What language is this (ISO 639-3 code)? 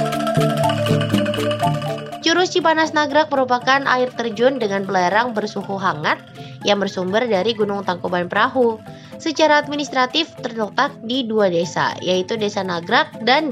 ind